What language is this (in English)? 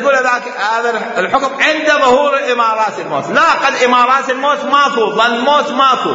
Mesopotamian Arabic